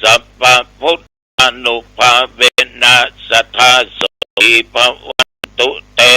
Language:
Pali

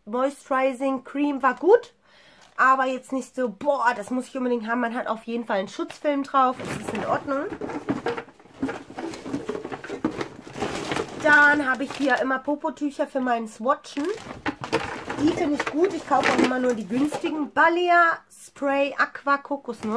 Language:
German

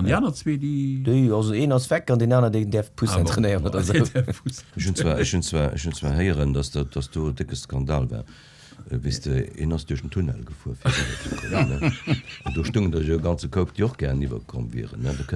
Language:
Luxembourgish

